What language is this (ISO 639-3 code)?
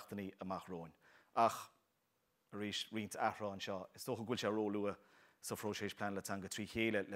gle